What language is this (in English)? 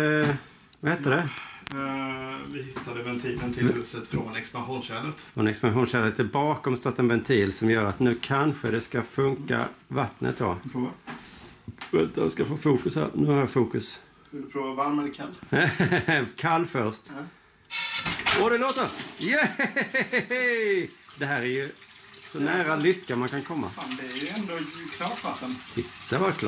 Swedish